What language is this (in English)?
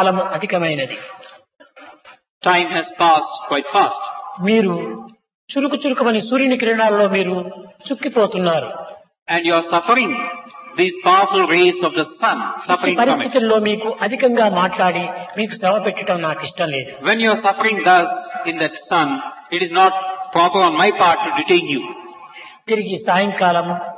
Telugu